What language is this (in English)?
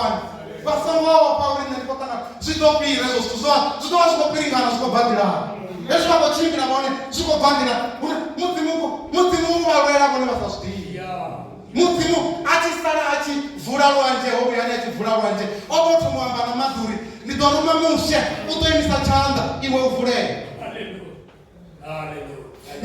Venda